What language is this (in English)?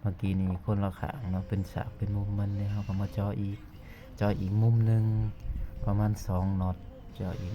Lao